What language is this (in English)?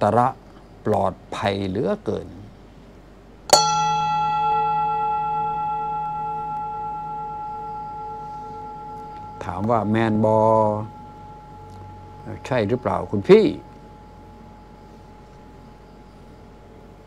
Thai